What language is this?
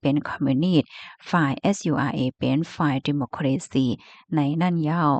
Shan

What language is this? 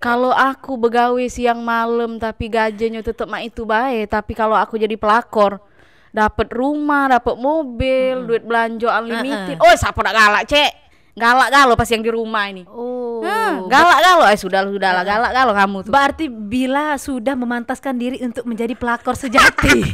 Musi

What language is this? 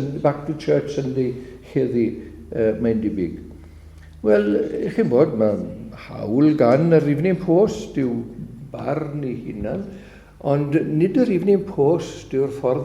Welsh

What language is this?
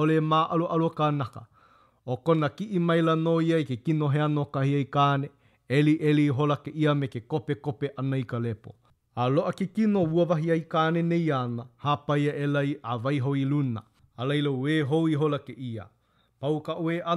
Hawaiian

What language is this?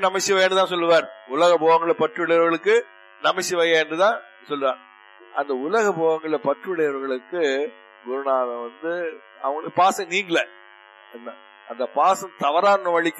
Tamil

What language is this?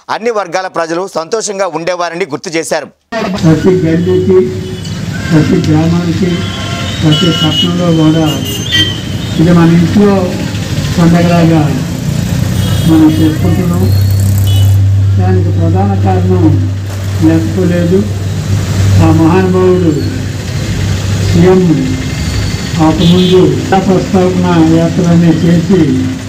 Telugu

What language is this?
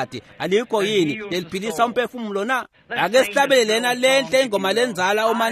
Swati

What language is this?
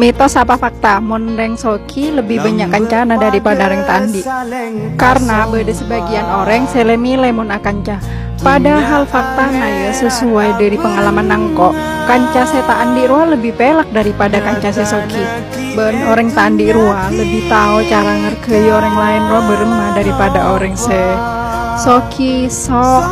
Madurese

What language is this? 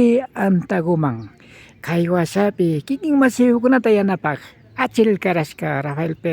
Imbabura Highland Quichua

